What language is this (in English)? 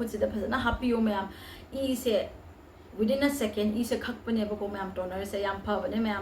Manipuri